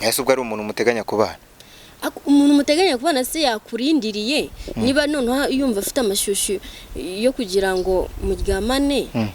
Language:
Kinyarwanda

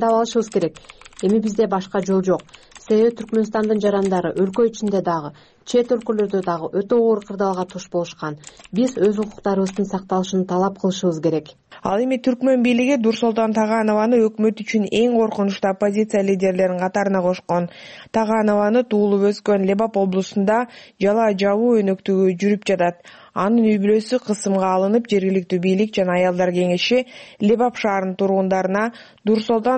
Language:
Kyrgyz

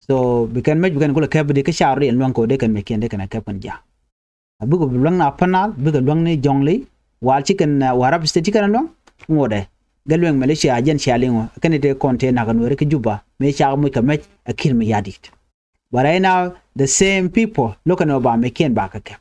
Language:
Nuer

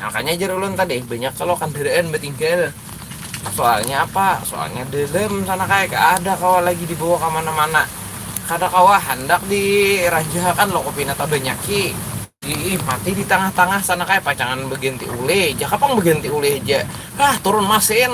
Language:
Banjar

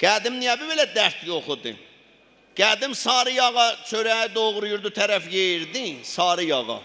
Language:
South Azerbaijani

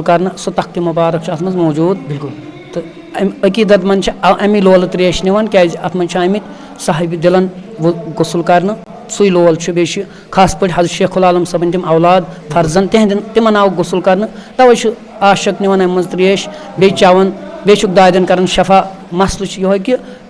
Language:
Kashmiri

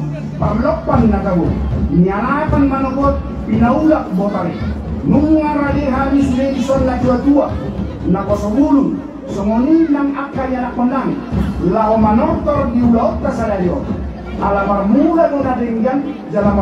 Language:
Batak Toba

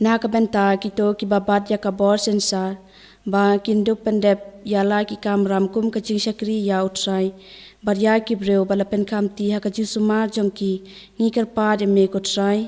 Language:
Khasi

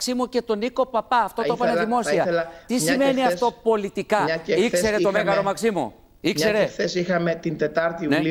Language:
Greek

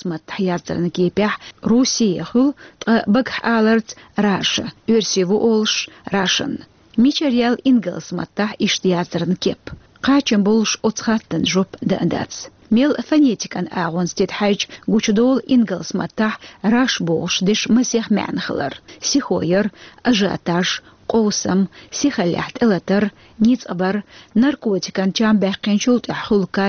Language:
Chechen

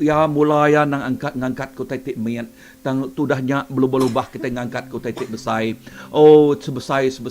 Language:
Iban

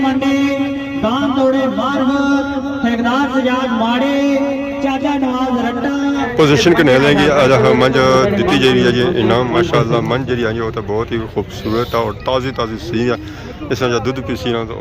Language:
Pahari-Potwari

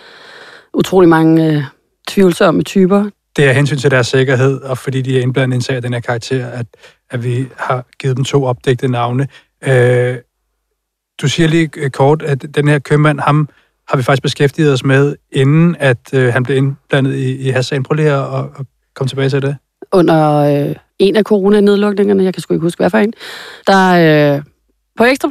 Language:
Danish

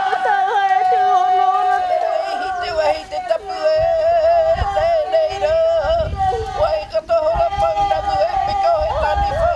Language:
Māori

